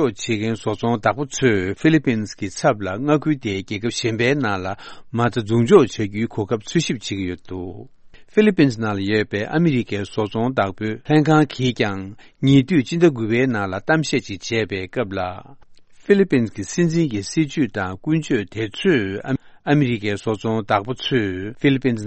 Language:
Tibetan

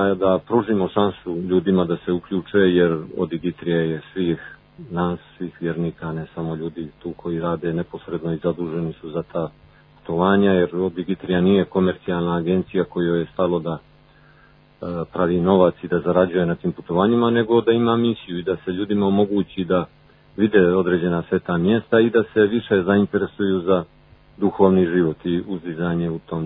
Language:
Serbian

